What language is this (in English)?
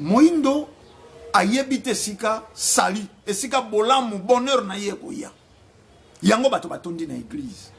Lingala